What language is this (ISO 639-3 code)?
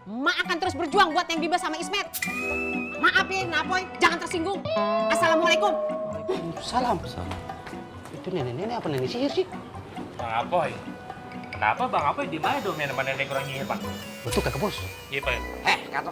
bew